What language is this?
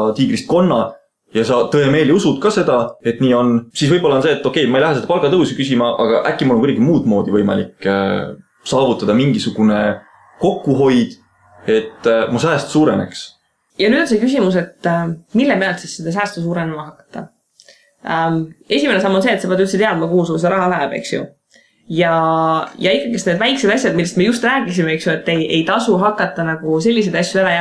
Estonian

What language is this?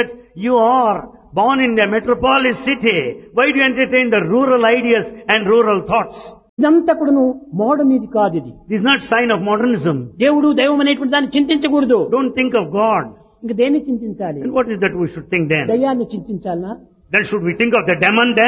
Telugu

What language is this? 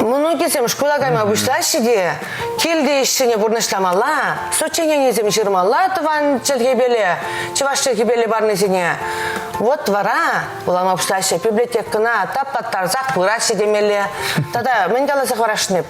Chuvash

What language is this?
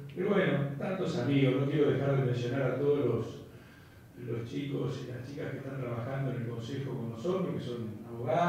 Spanish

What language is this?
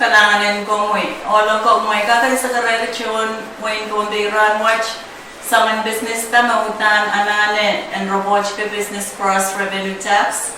Pohnpeian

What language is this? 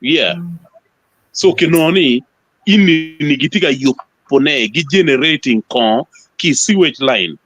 Acoli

